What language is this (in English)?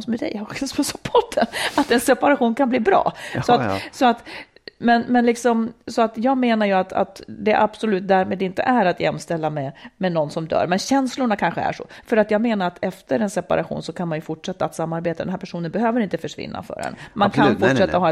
Swedish